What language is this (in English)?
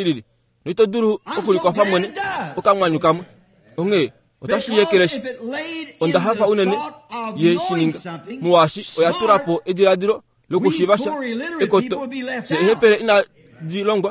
Kuanyama